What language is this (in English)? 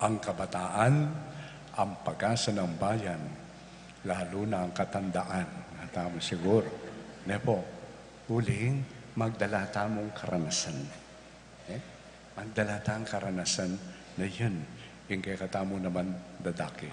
Pampanga